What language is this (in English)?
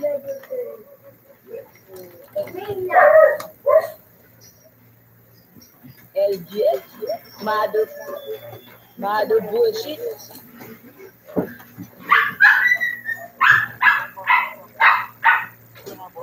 Filipino